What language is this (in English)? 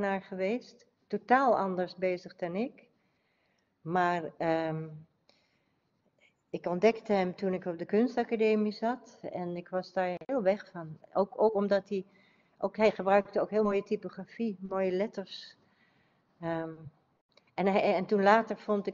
Dutch